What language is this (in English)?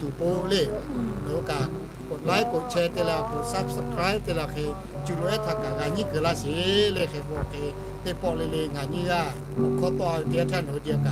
Lahu